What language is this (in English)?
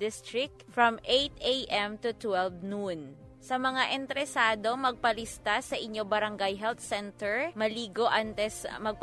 Hiligaynon